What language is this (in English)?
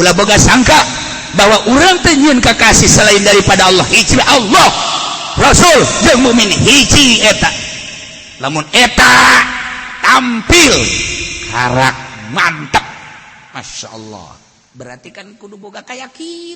Sundanese